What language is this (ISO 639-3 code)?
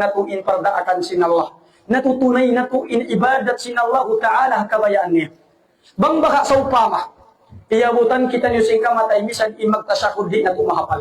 tsg